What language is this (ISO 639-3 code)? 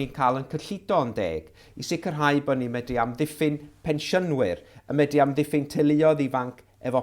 cym